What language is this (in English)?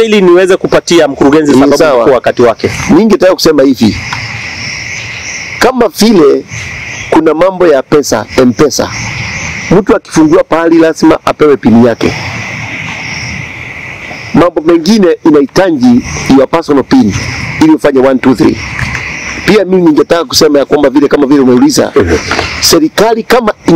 Swahili